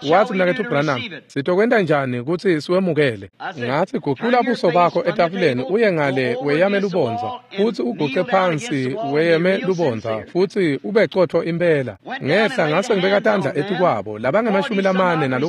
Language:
Swati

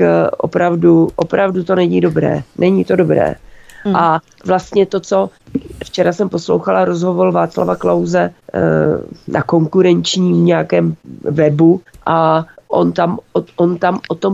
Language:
Czech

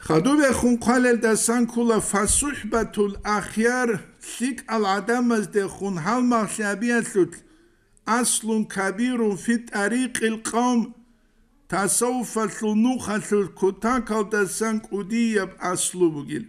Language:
Avaric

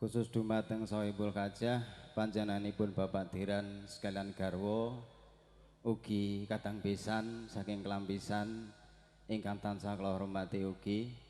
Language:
Javanese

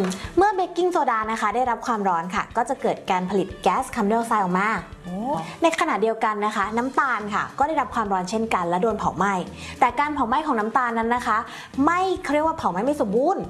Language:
Thai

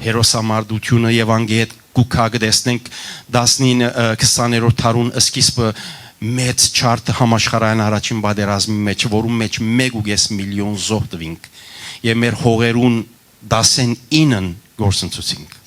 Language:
Western Armenian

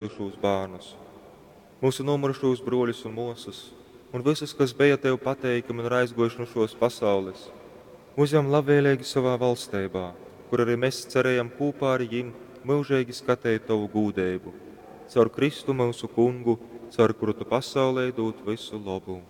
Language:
Latgalian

